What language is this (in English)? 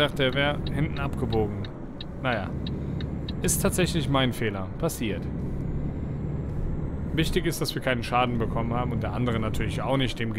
German